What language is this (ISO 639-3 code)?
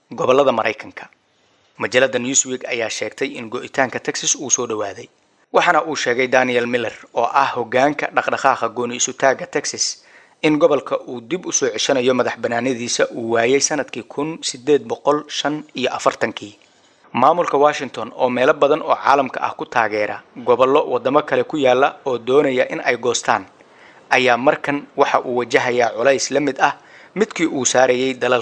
som